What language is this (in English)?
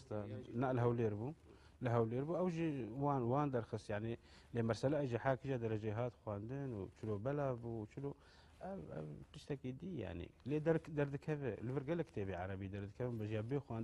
Kurdish